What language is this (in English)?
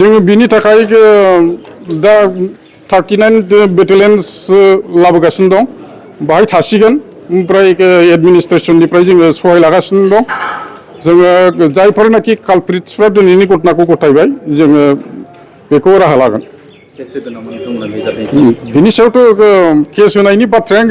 Bodo